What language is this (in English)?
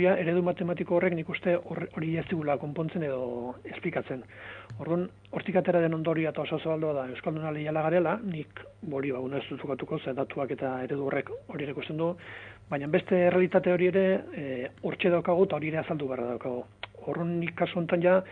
Basque